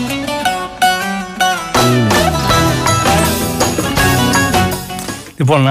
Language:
Greek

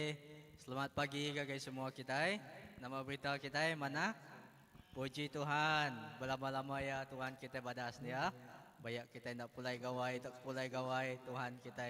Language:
Iban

